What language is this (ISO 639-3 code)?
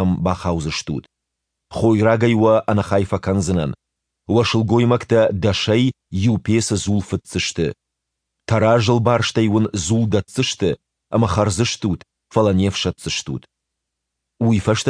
oss